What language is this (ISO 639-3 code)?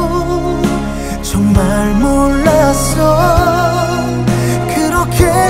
kor